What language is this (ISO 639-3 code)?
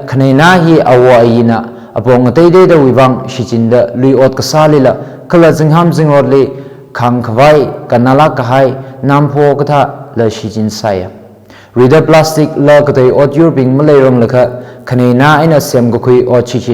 nmf